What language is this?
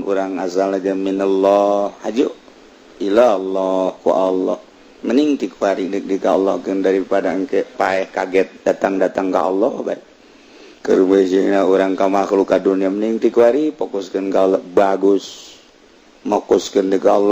Sundanese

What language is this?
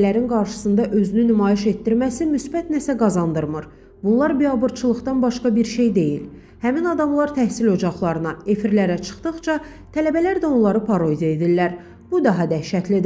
Azerbaijani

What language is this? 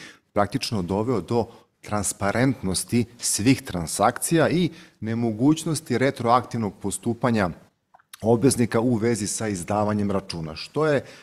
Serbian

